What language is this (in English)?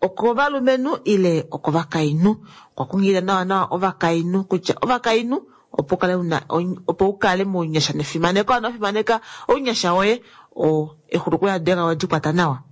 Kuanyama